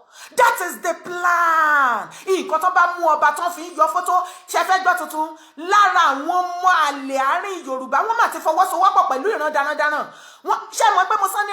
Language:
Yoruba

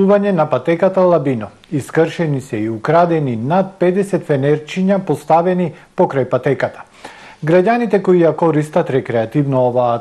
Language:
Macedonian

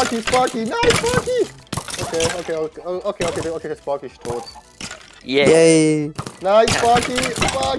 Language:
Swiss German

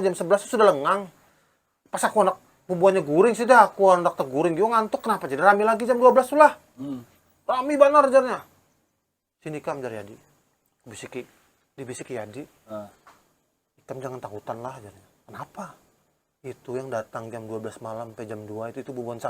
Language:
Banjar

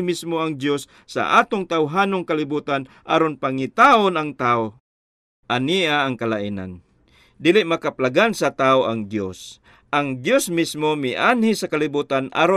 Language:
Cebuano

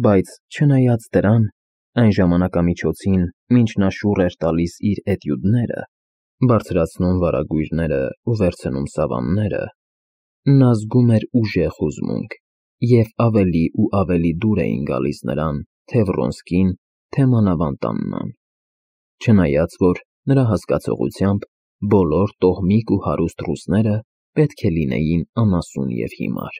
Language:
Armenian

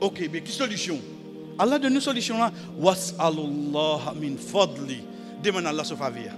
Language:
Morisyen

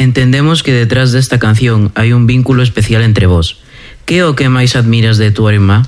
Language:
Galician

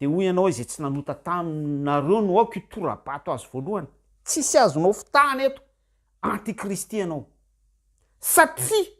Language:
Malagasy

